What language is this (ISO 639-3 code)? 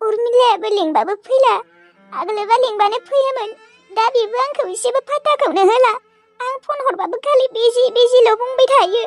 brx